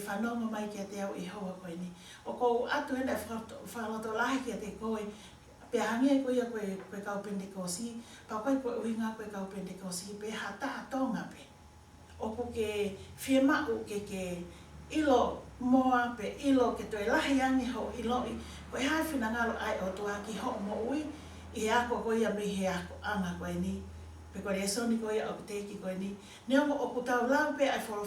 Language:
Tongan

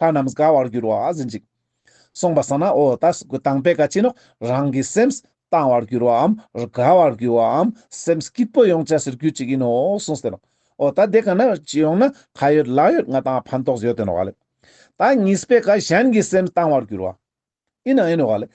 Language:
Ladakhi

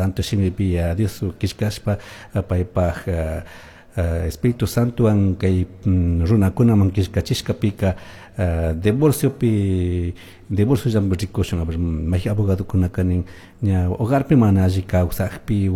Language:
Chimborazo Highland Quichua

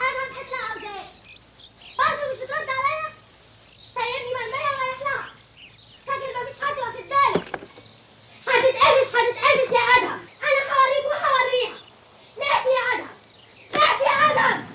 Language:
Egyptian Arabic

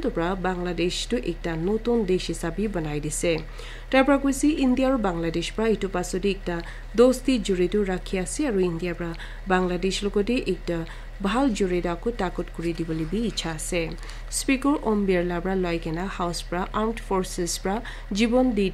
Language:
Naga Pidgin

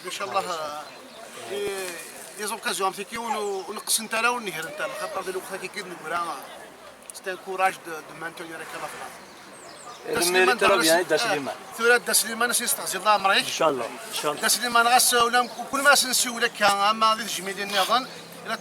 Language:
Kabyle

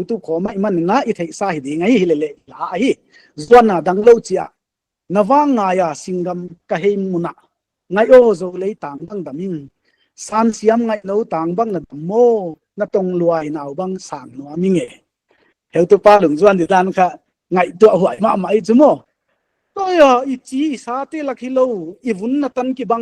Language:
Paite Chin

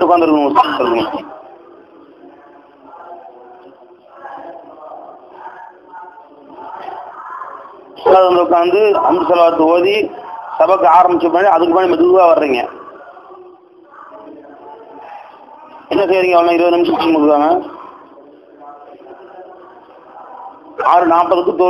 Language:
Tamil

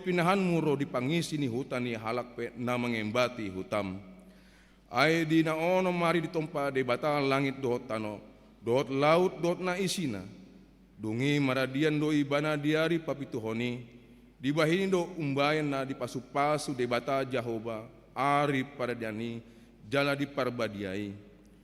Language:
Batak Toba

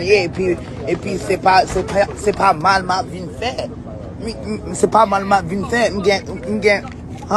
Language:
Haitian Creole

